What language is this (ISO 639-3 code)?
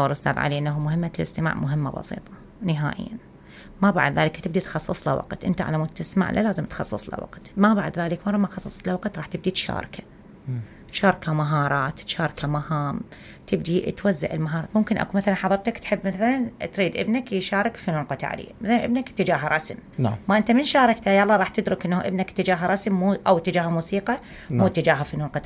acm